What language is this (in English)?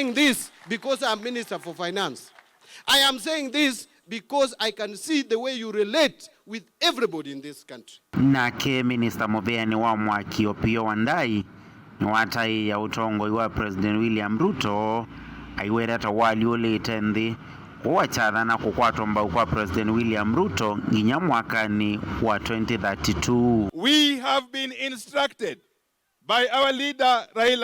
Kamba